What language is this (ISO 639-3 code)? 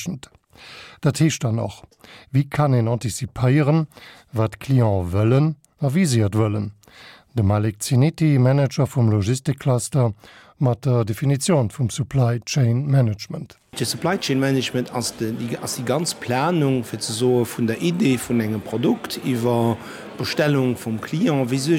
ltz